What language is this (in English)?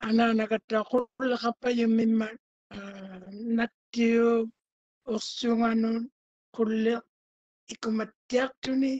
Māori